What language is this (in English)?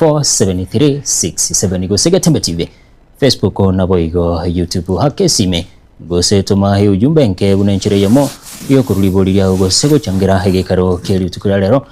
Gusii